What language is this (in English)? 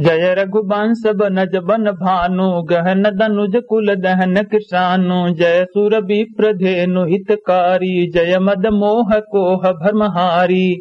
Awadhi